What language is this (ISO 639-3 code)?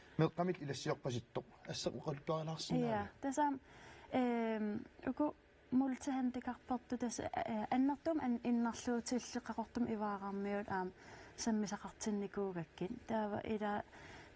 kal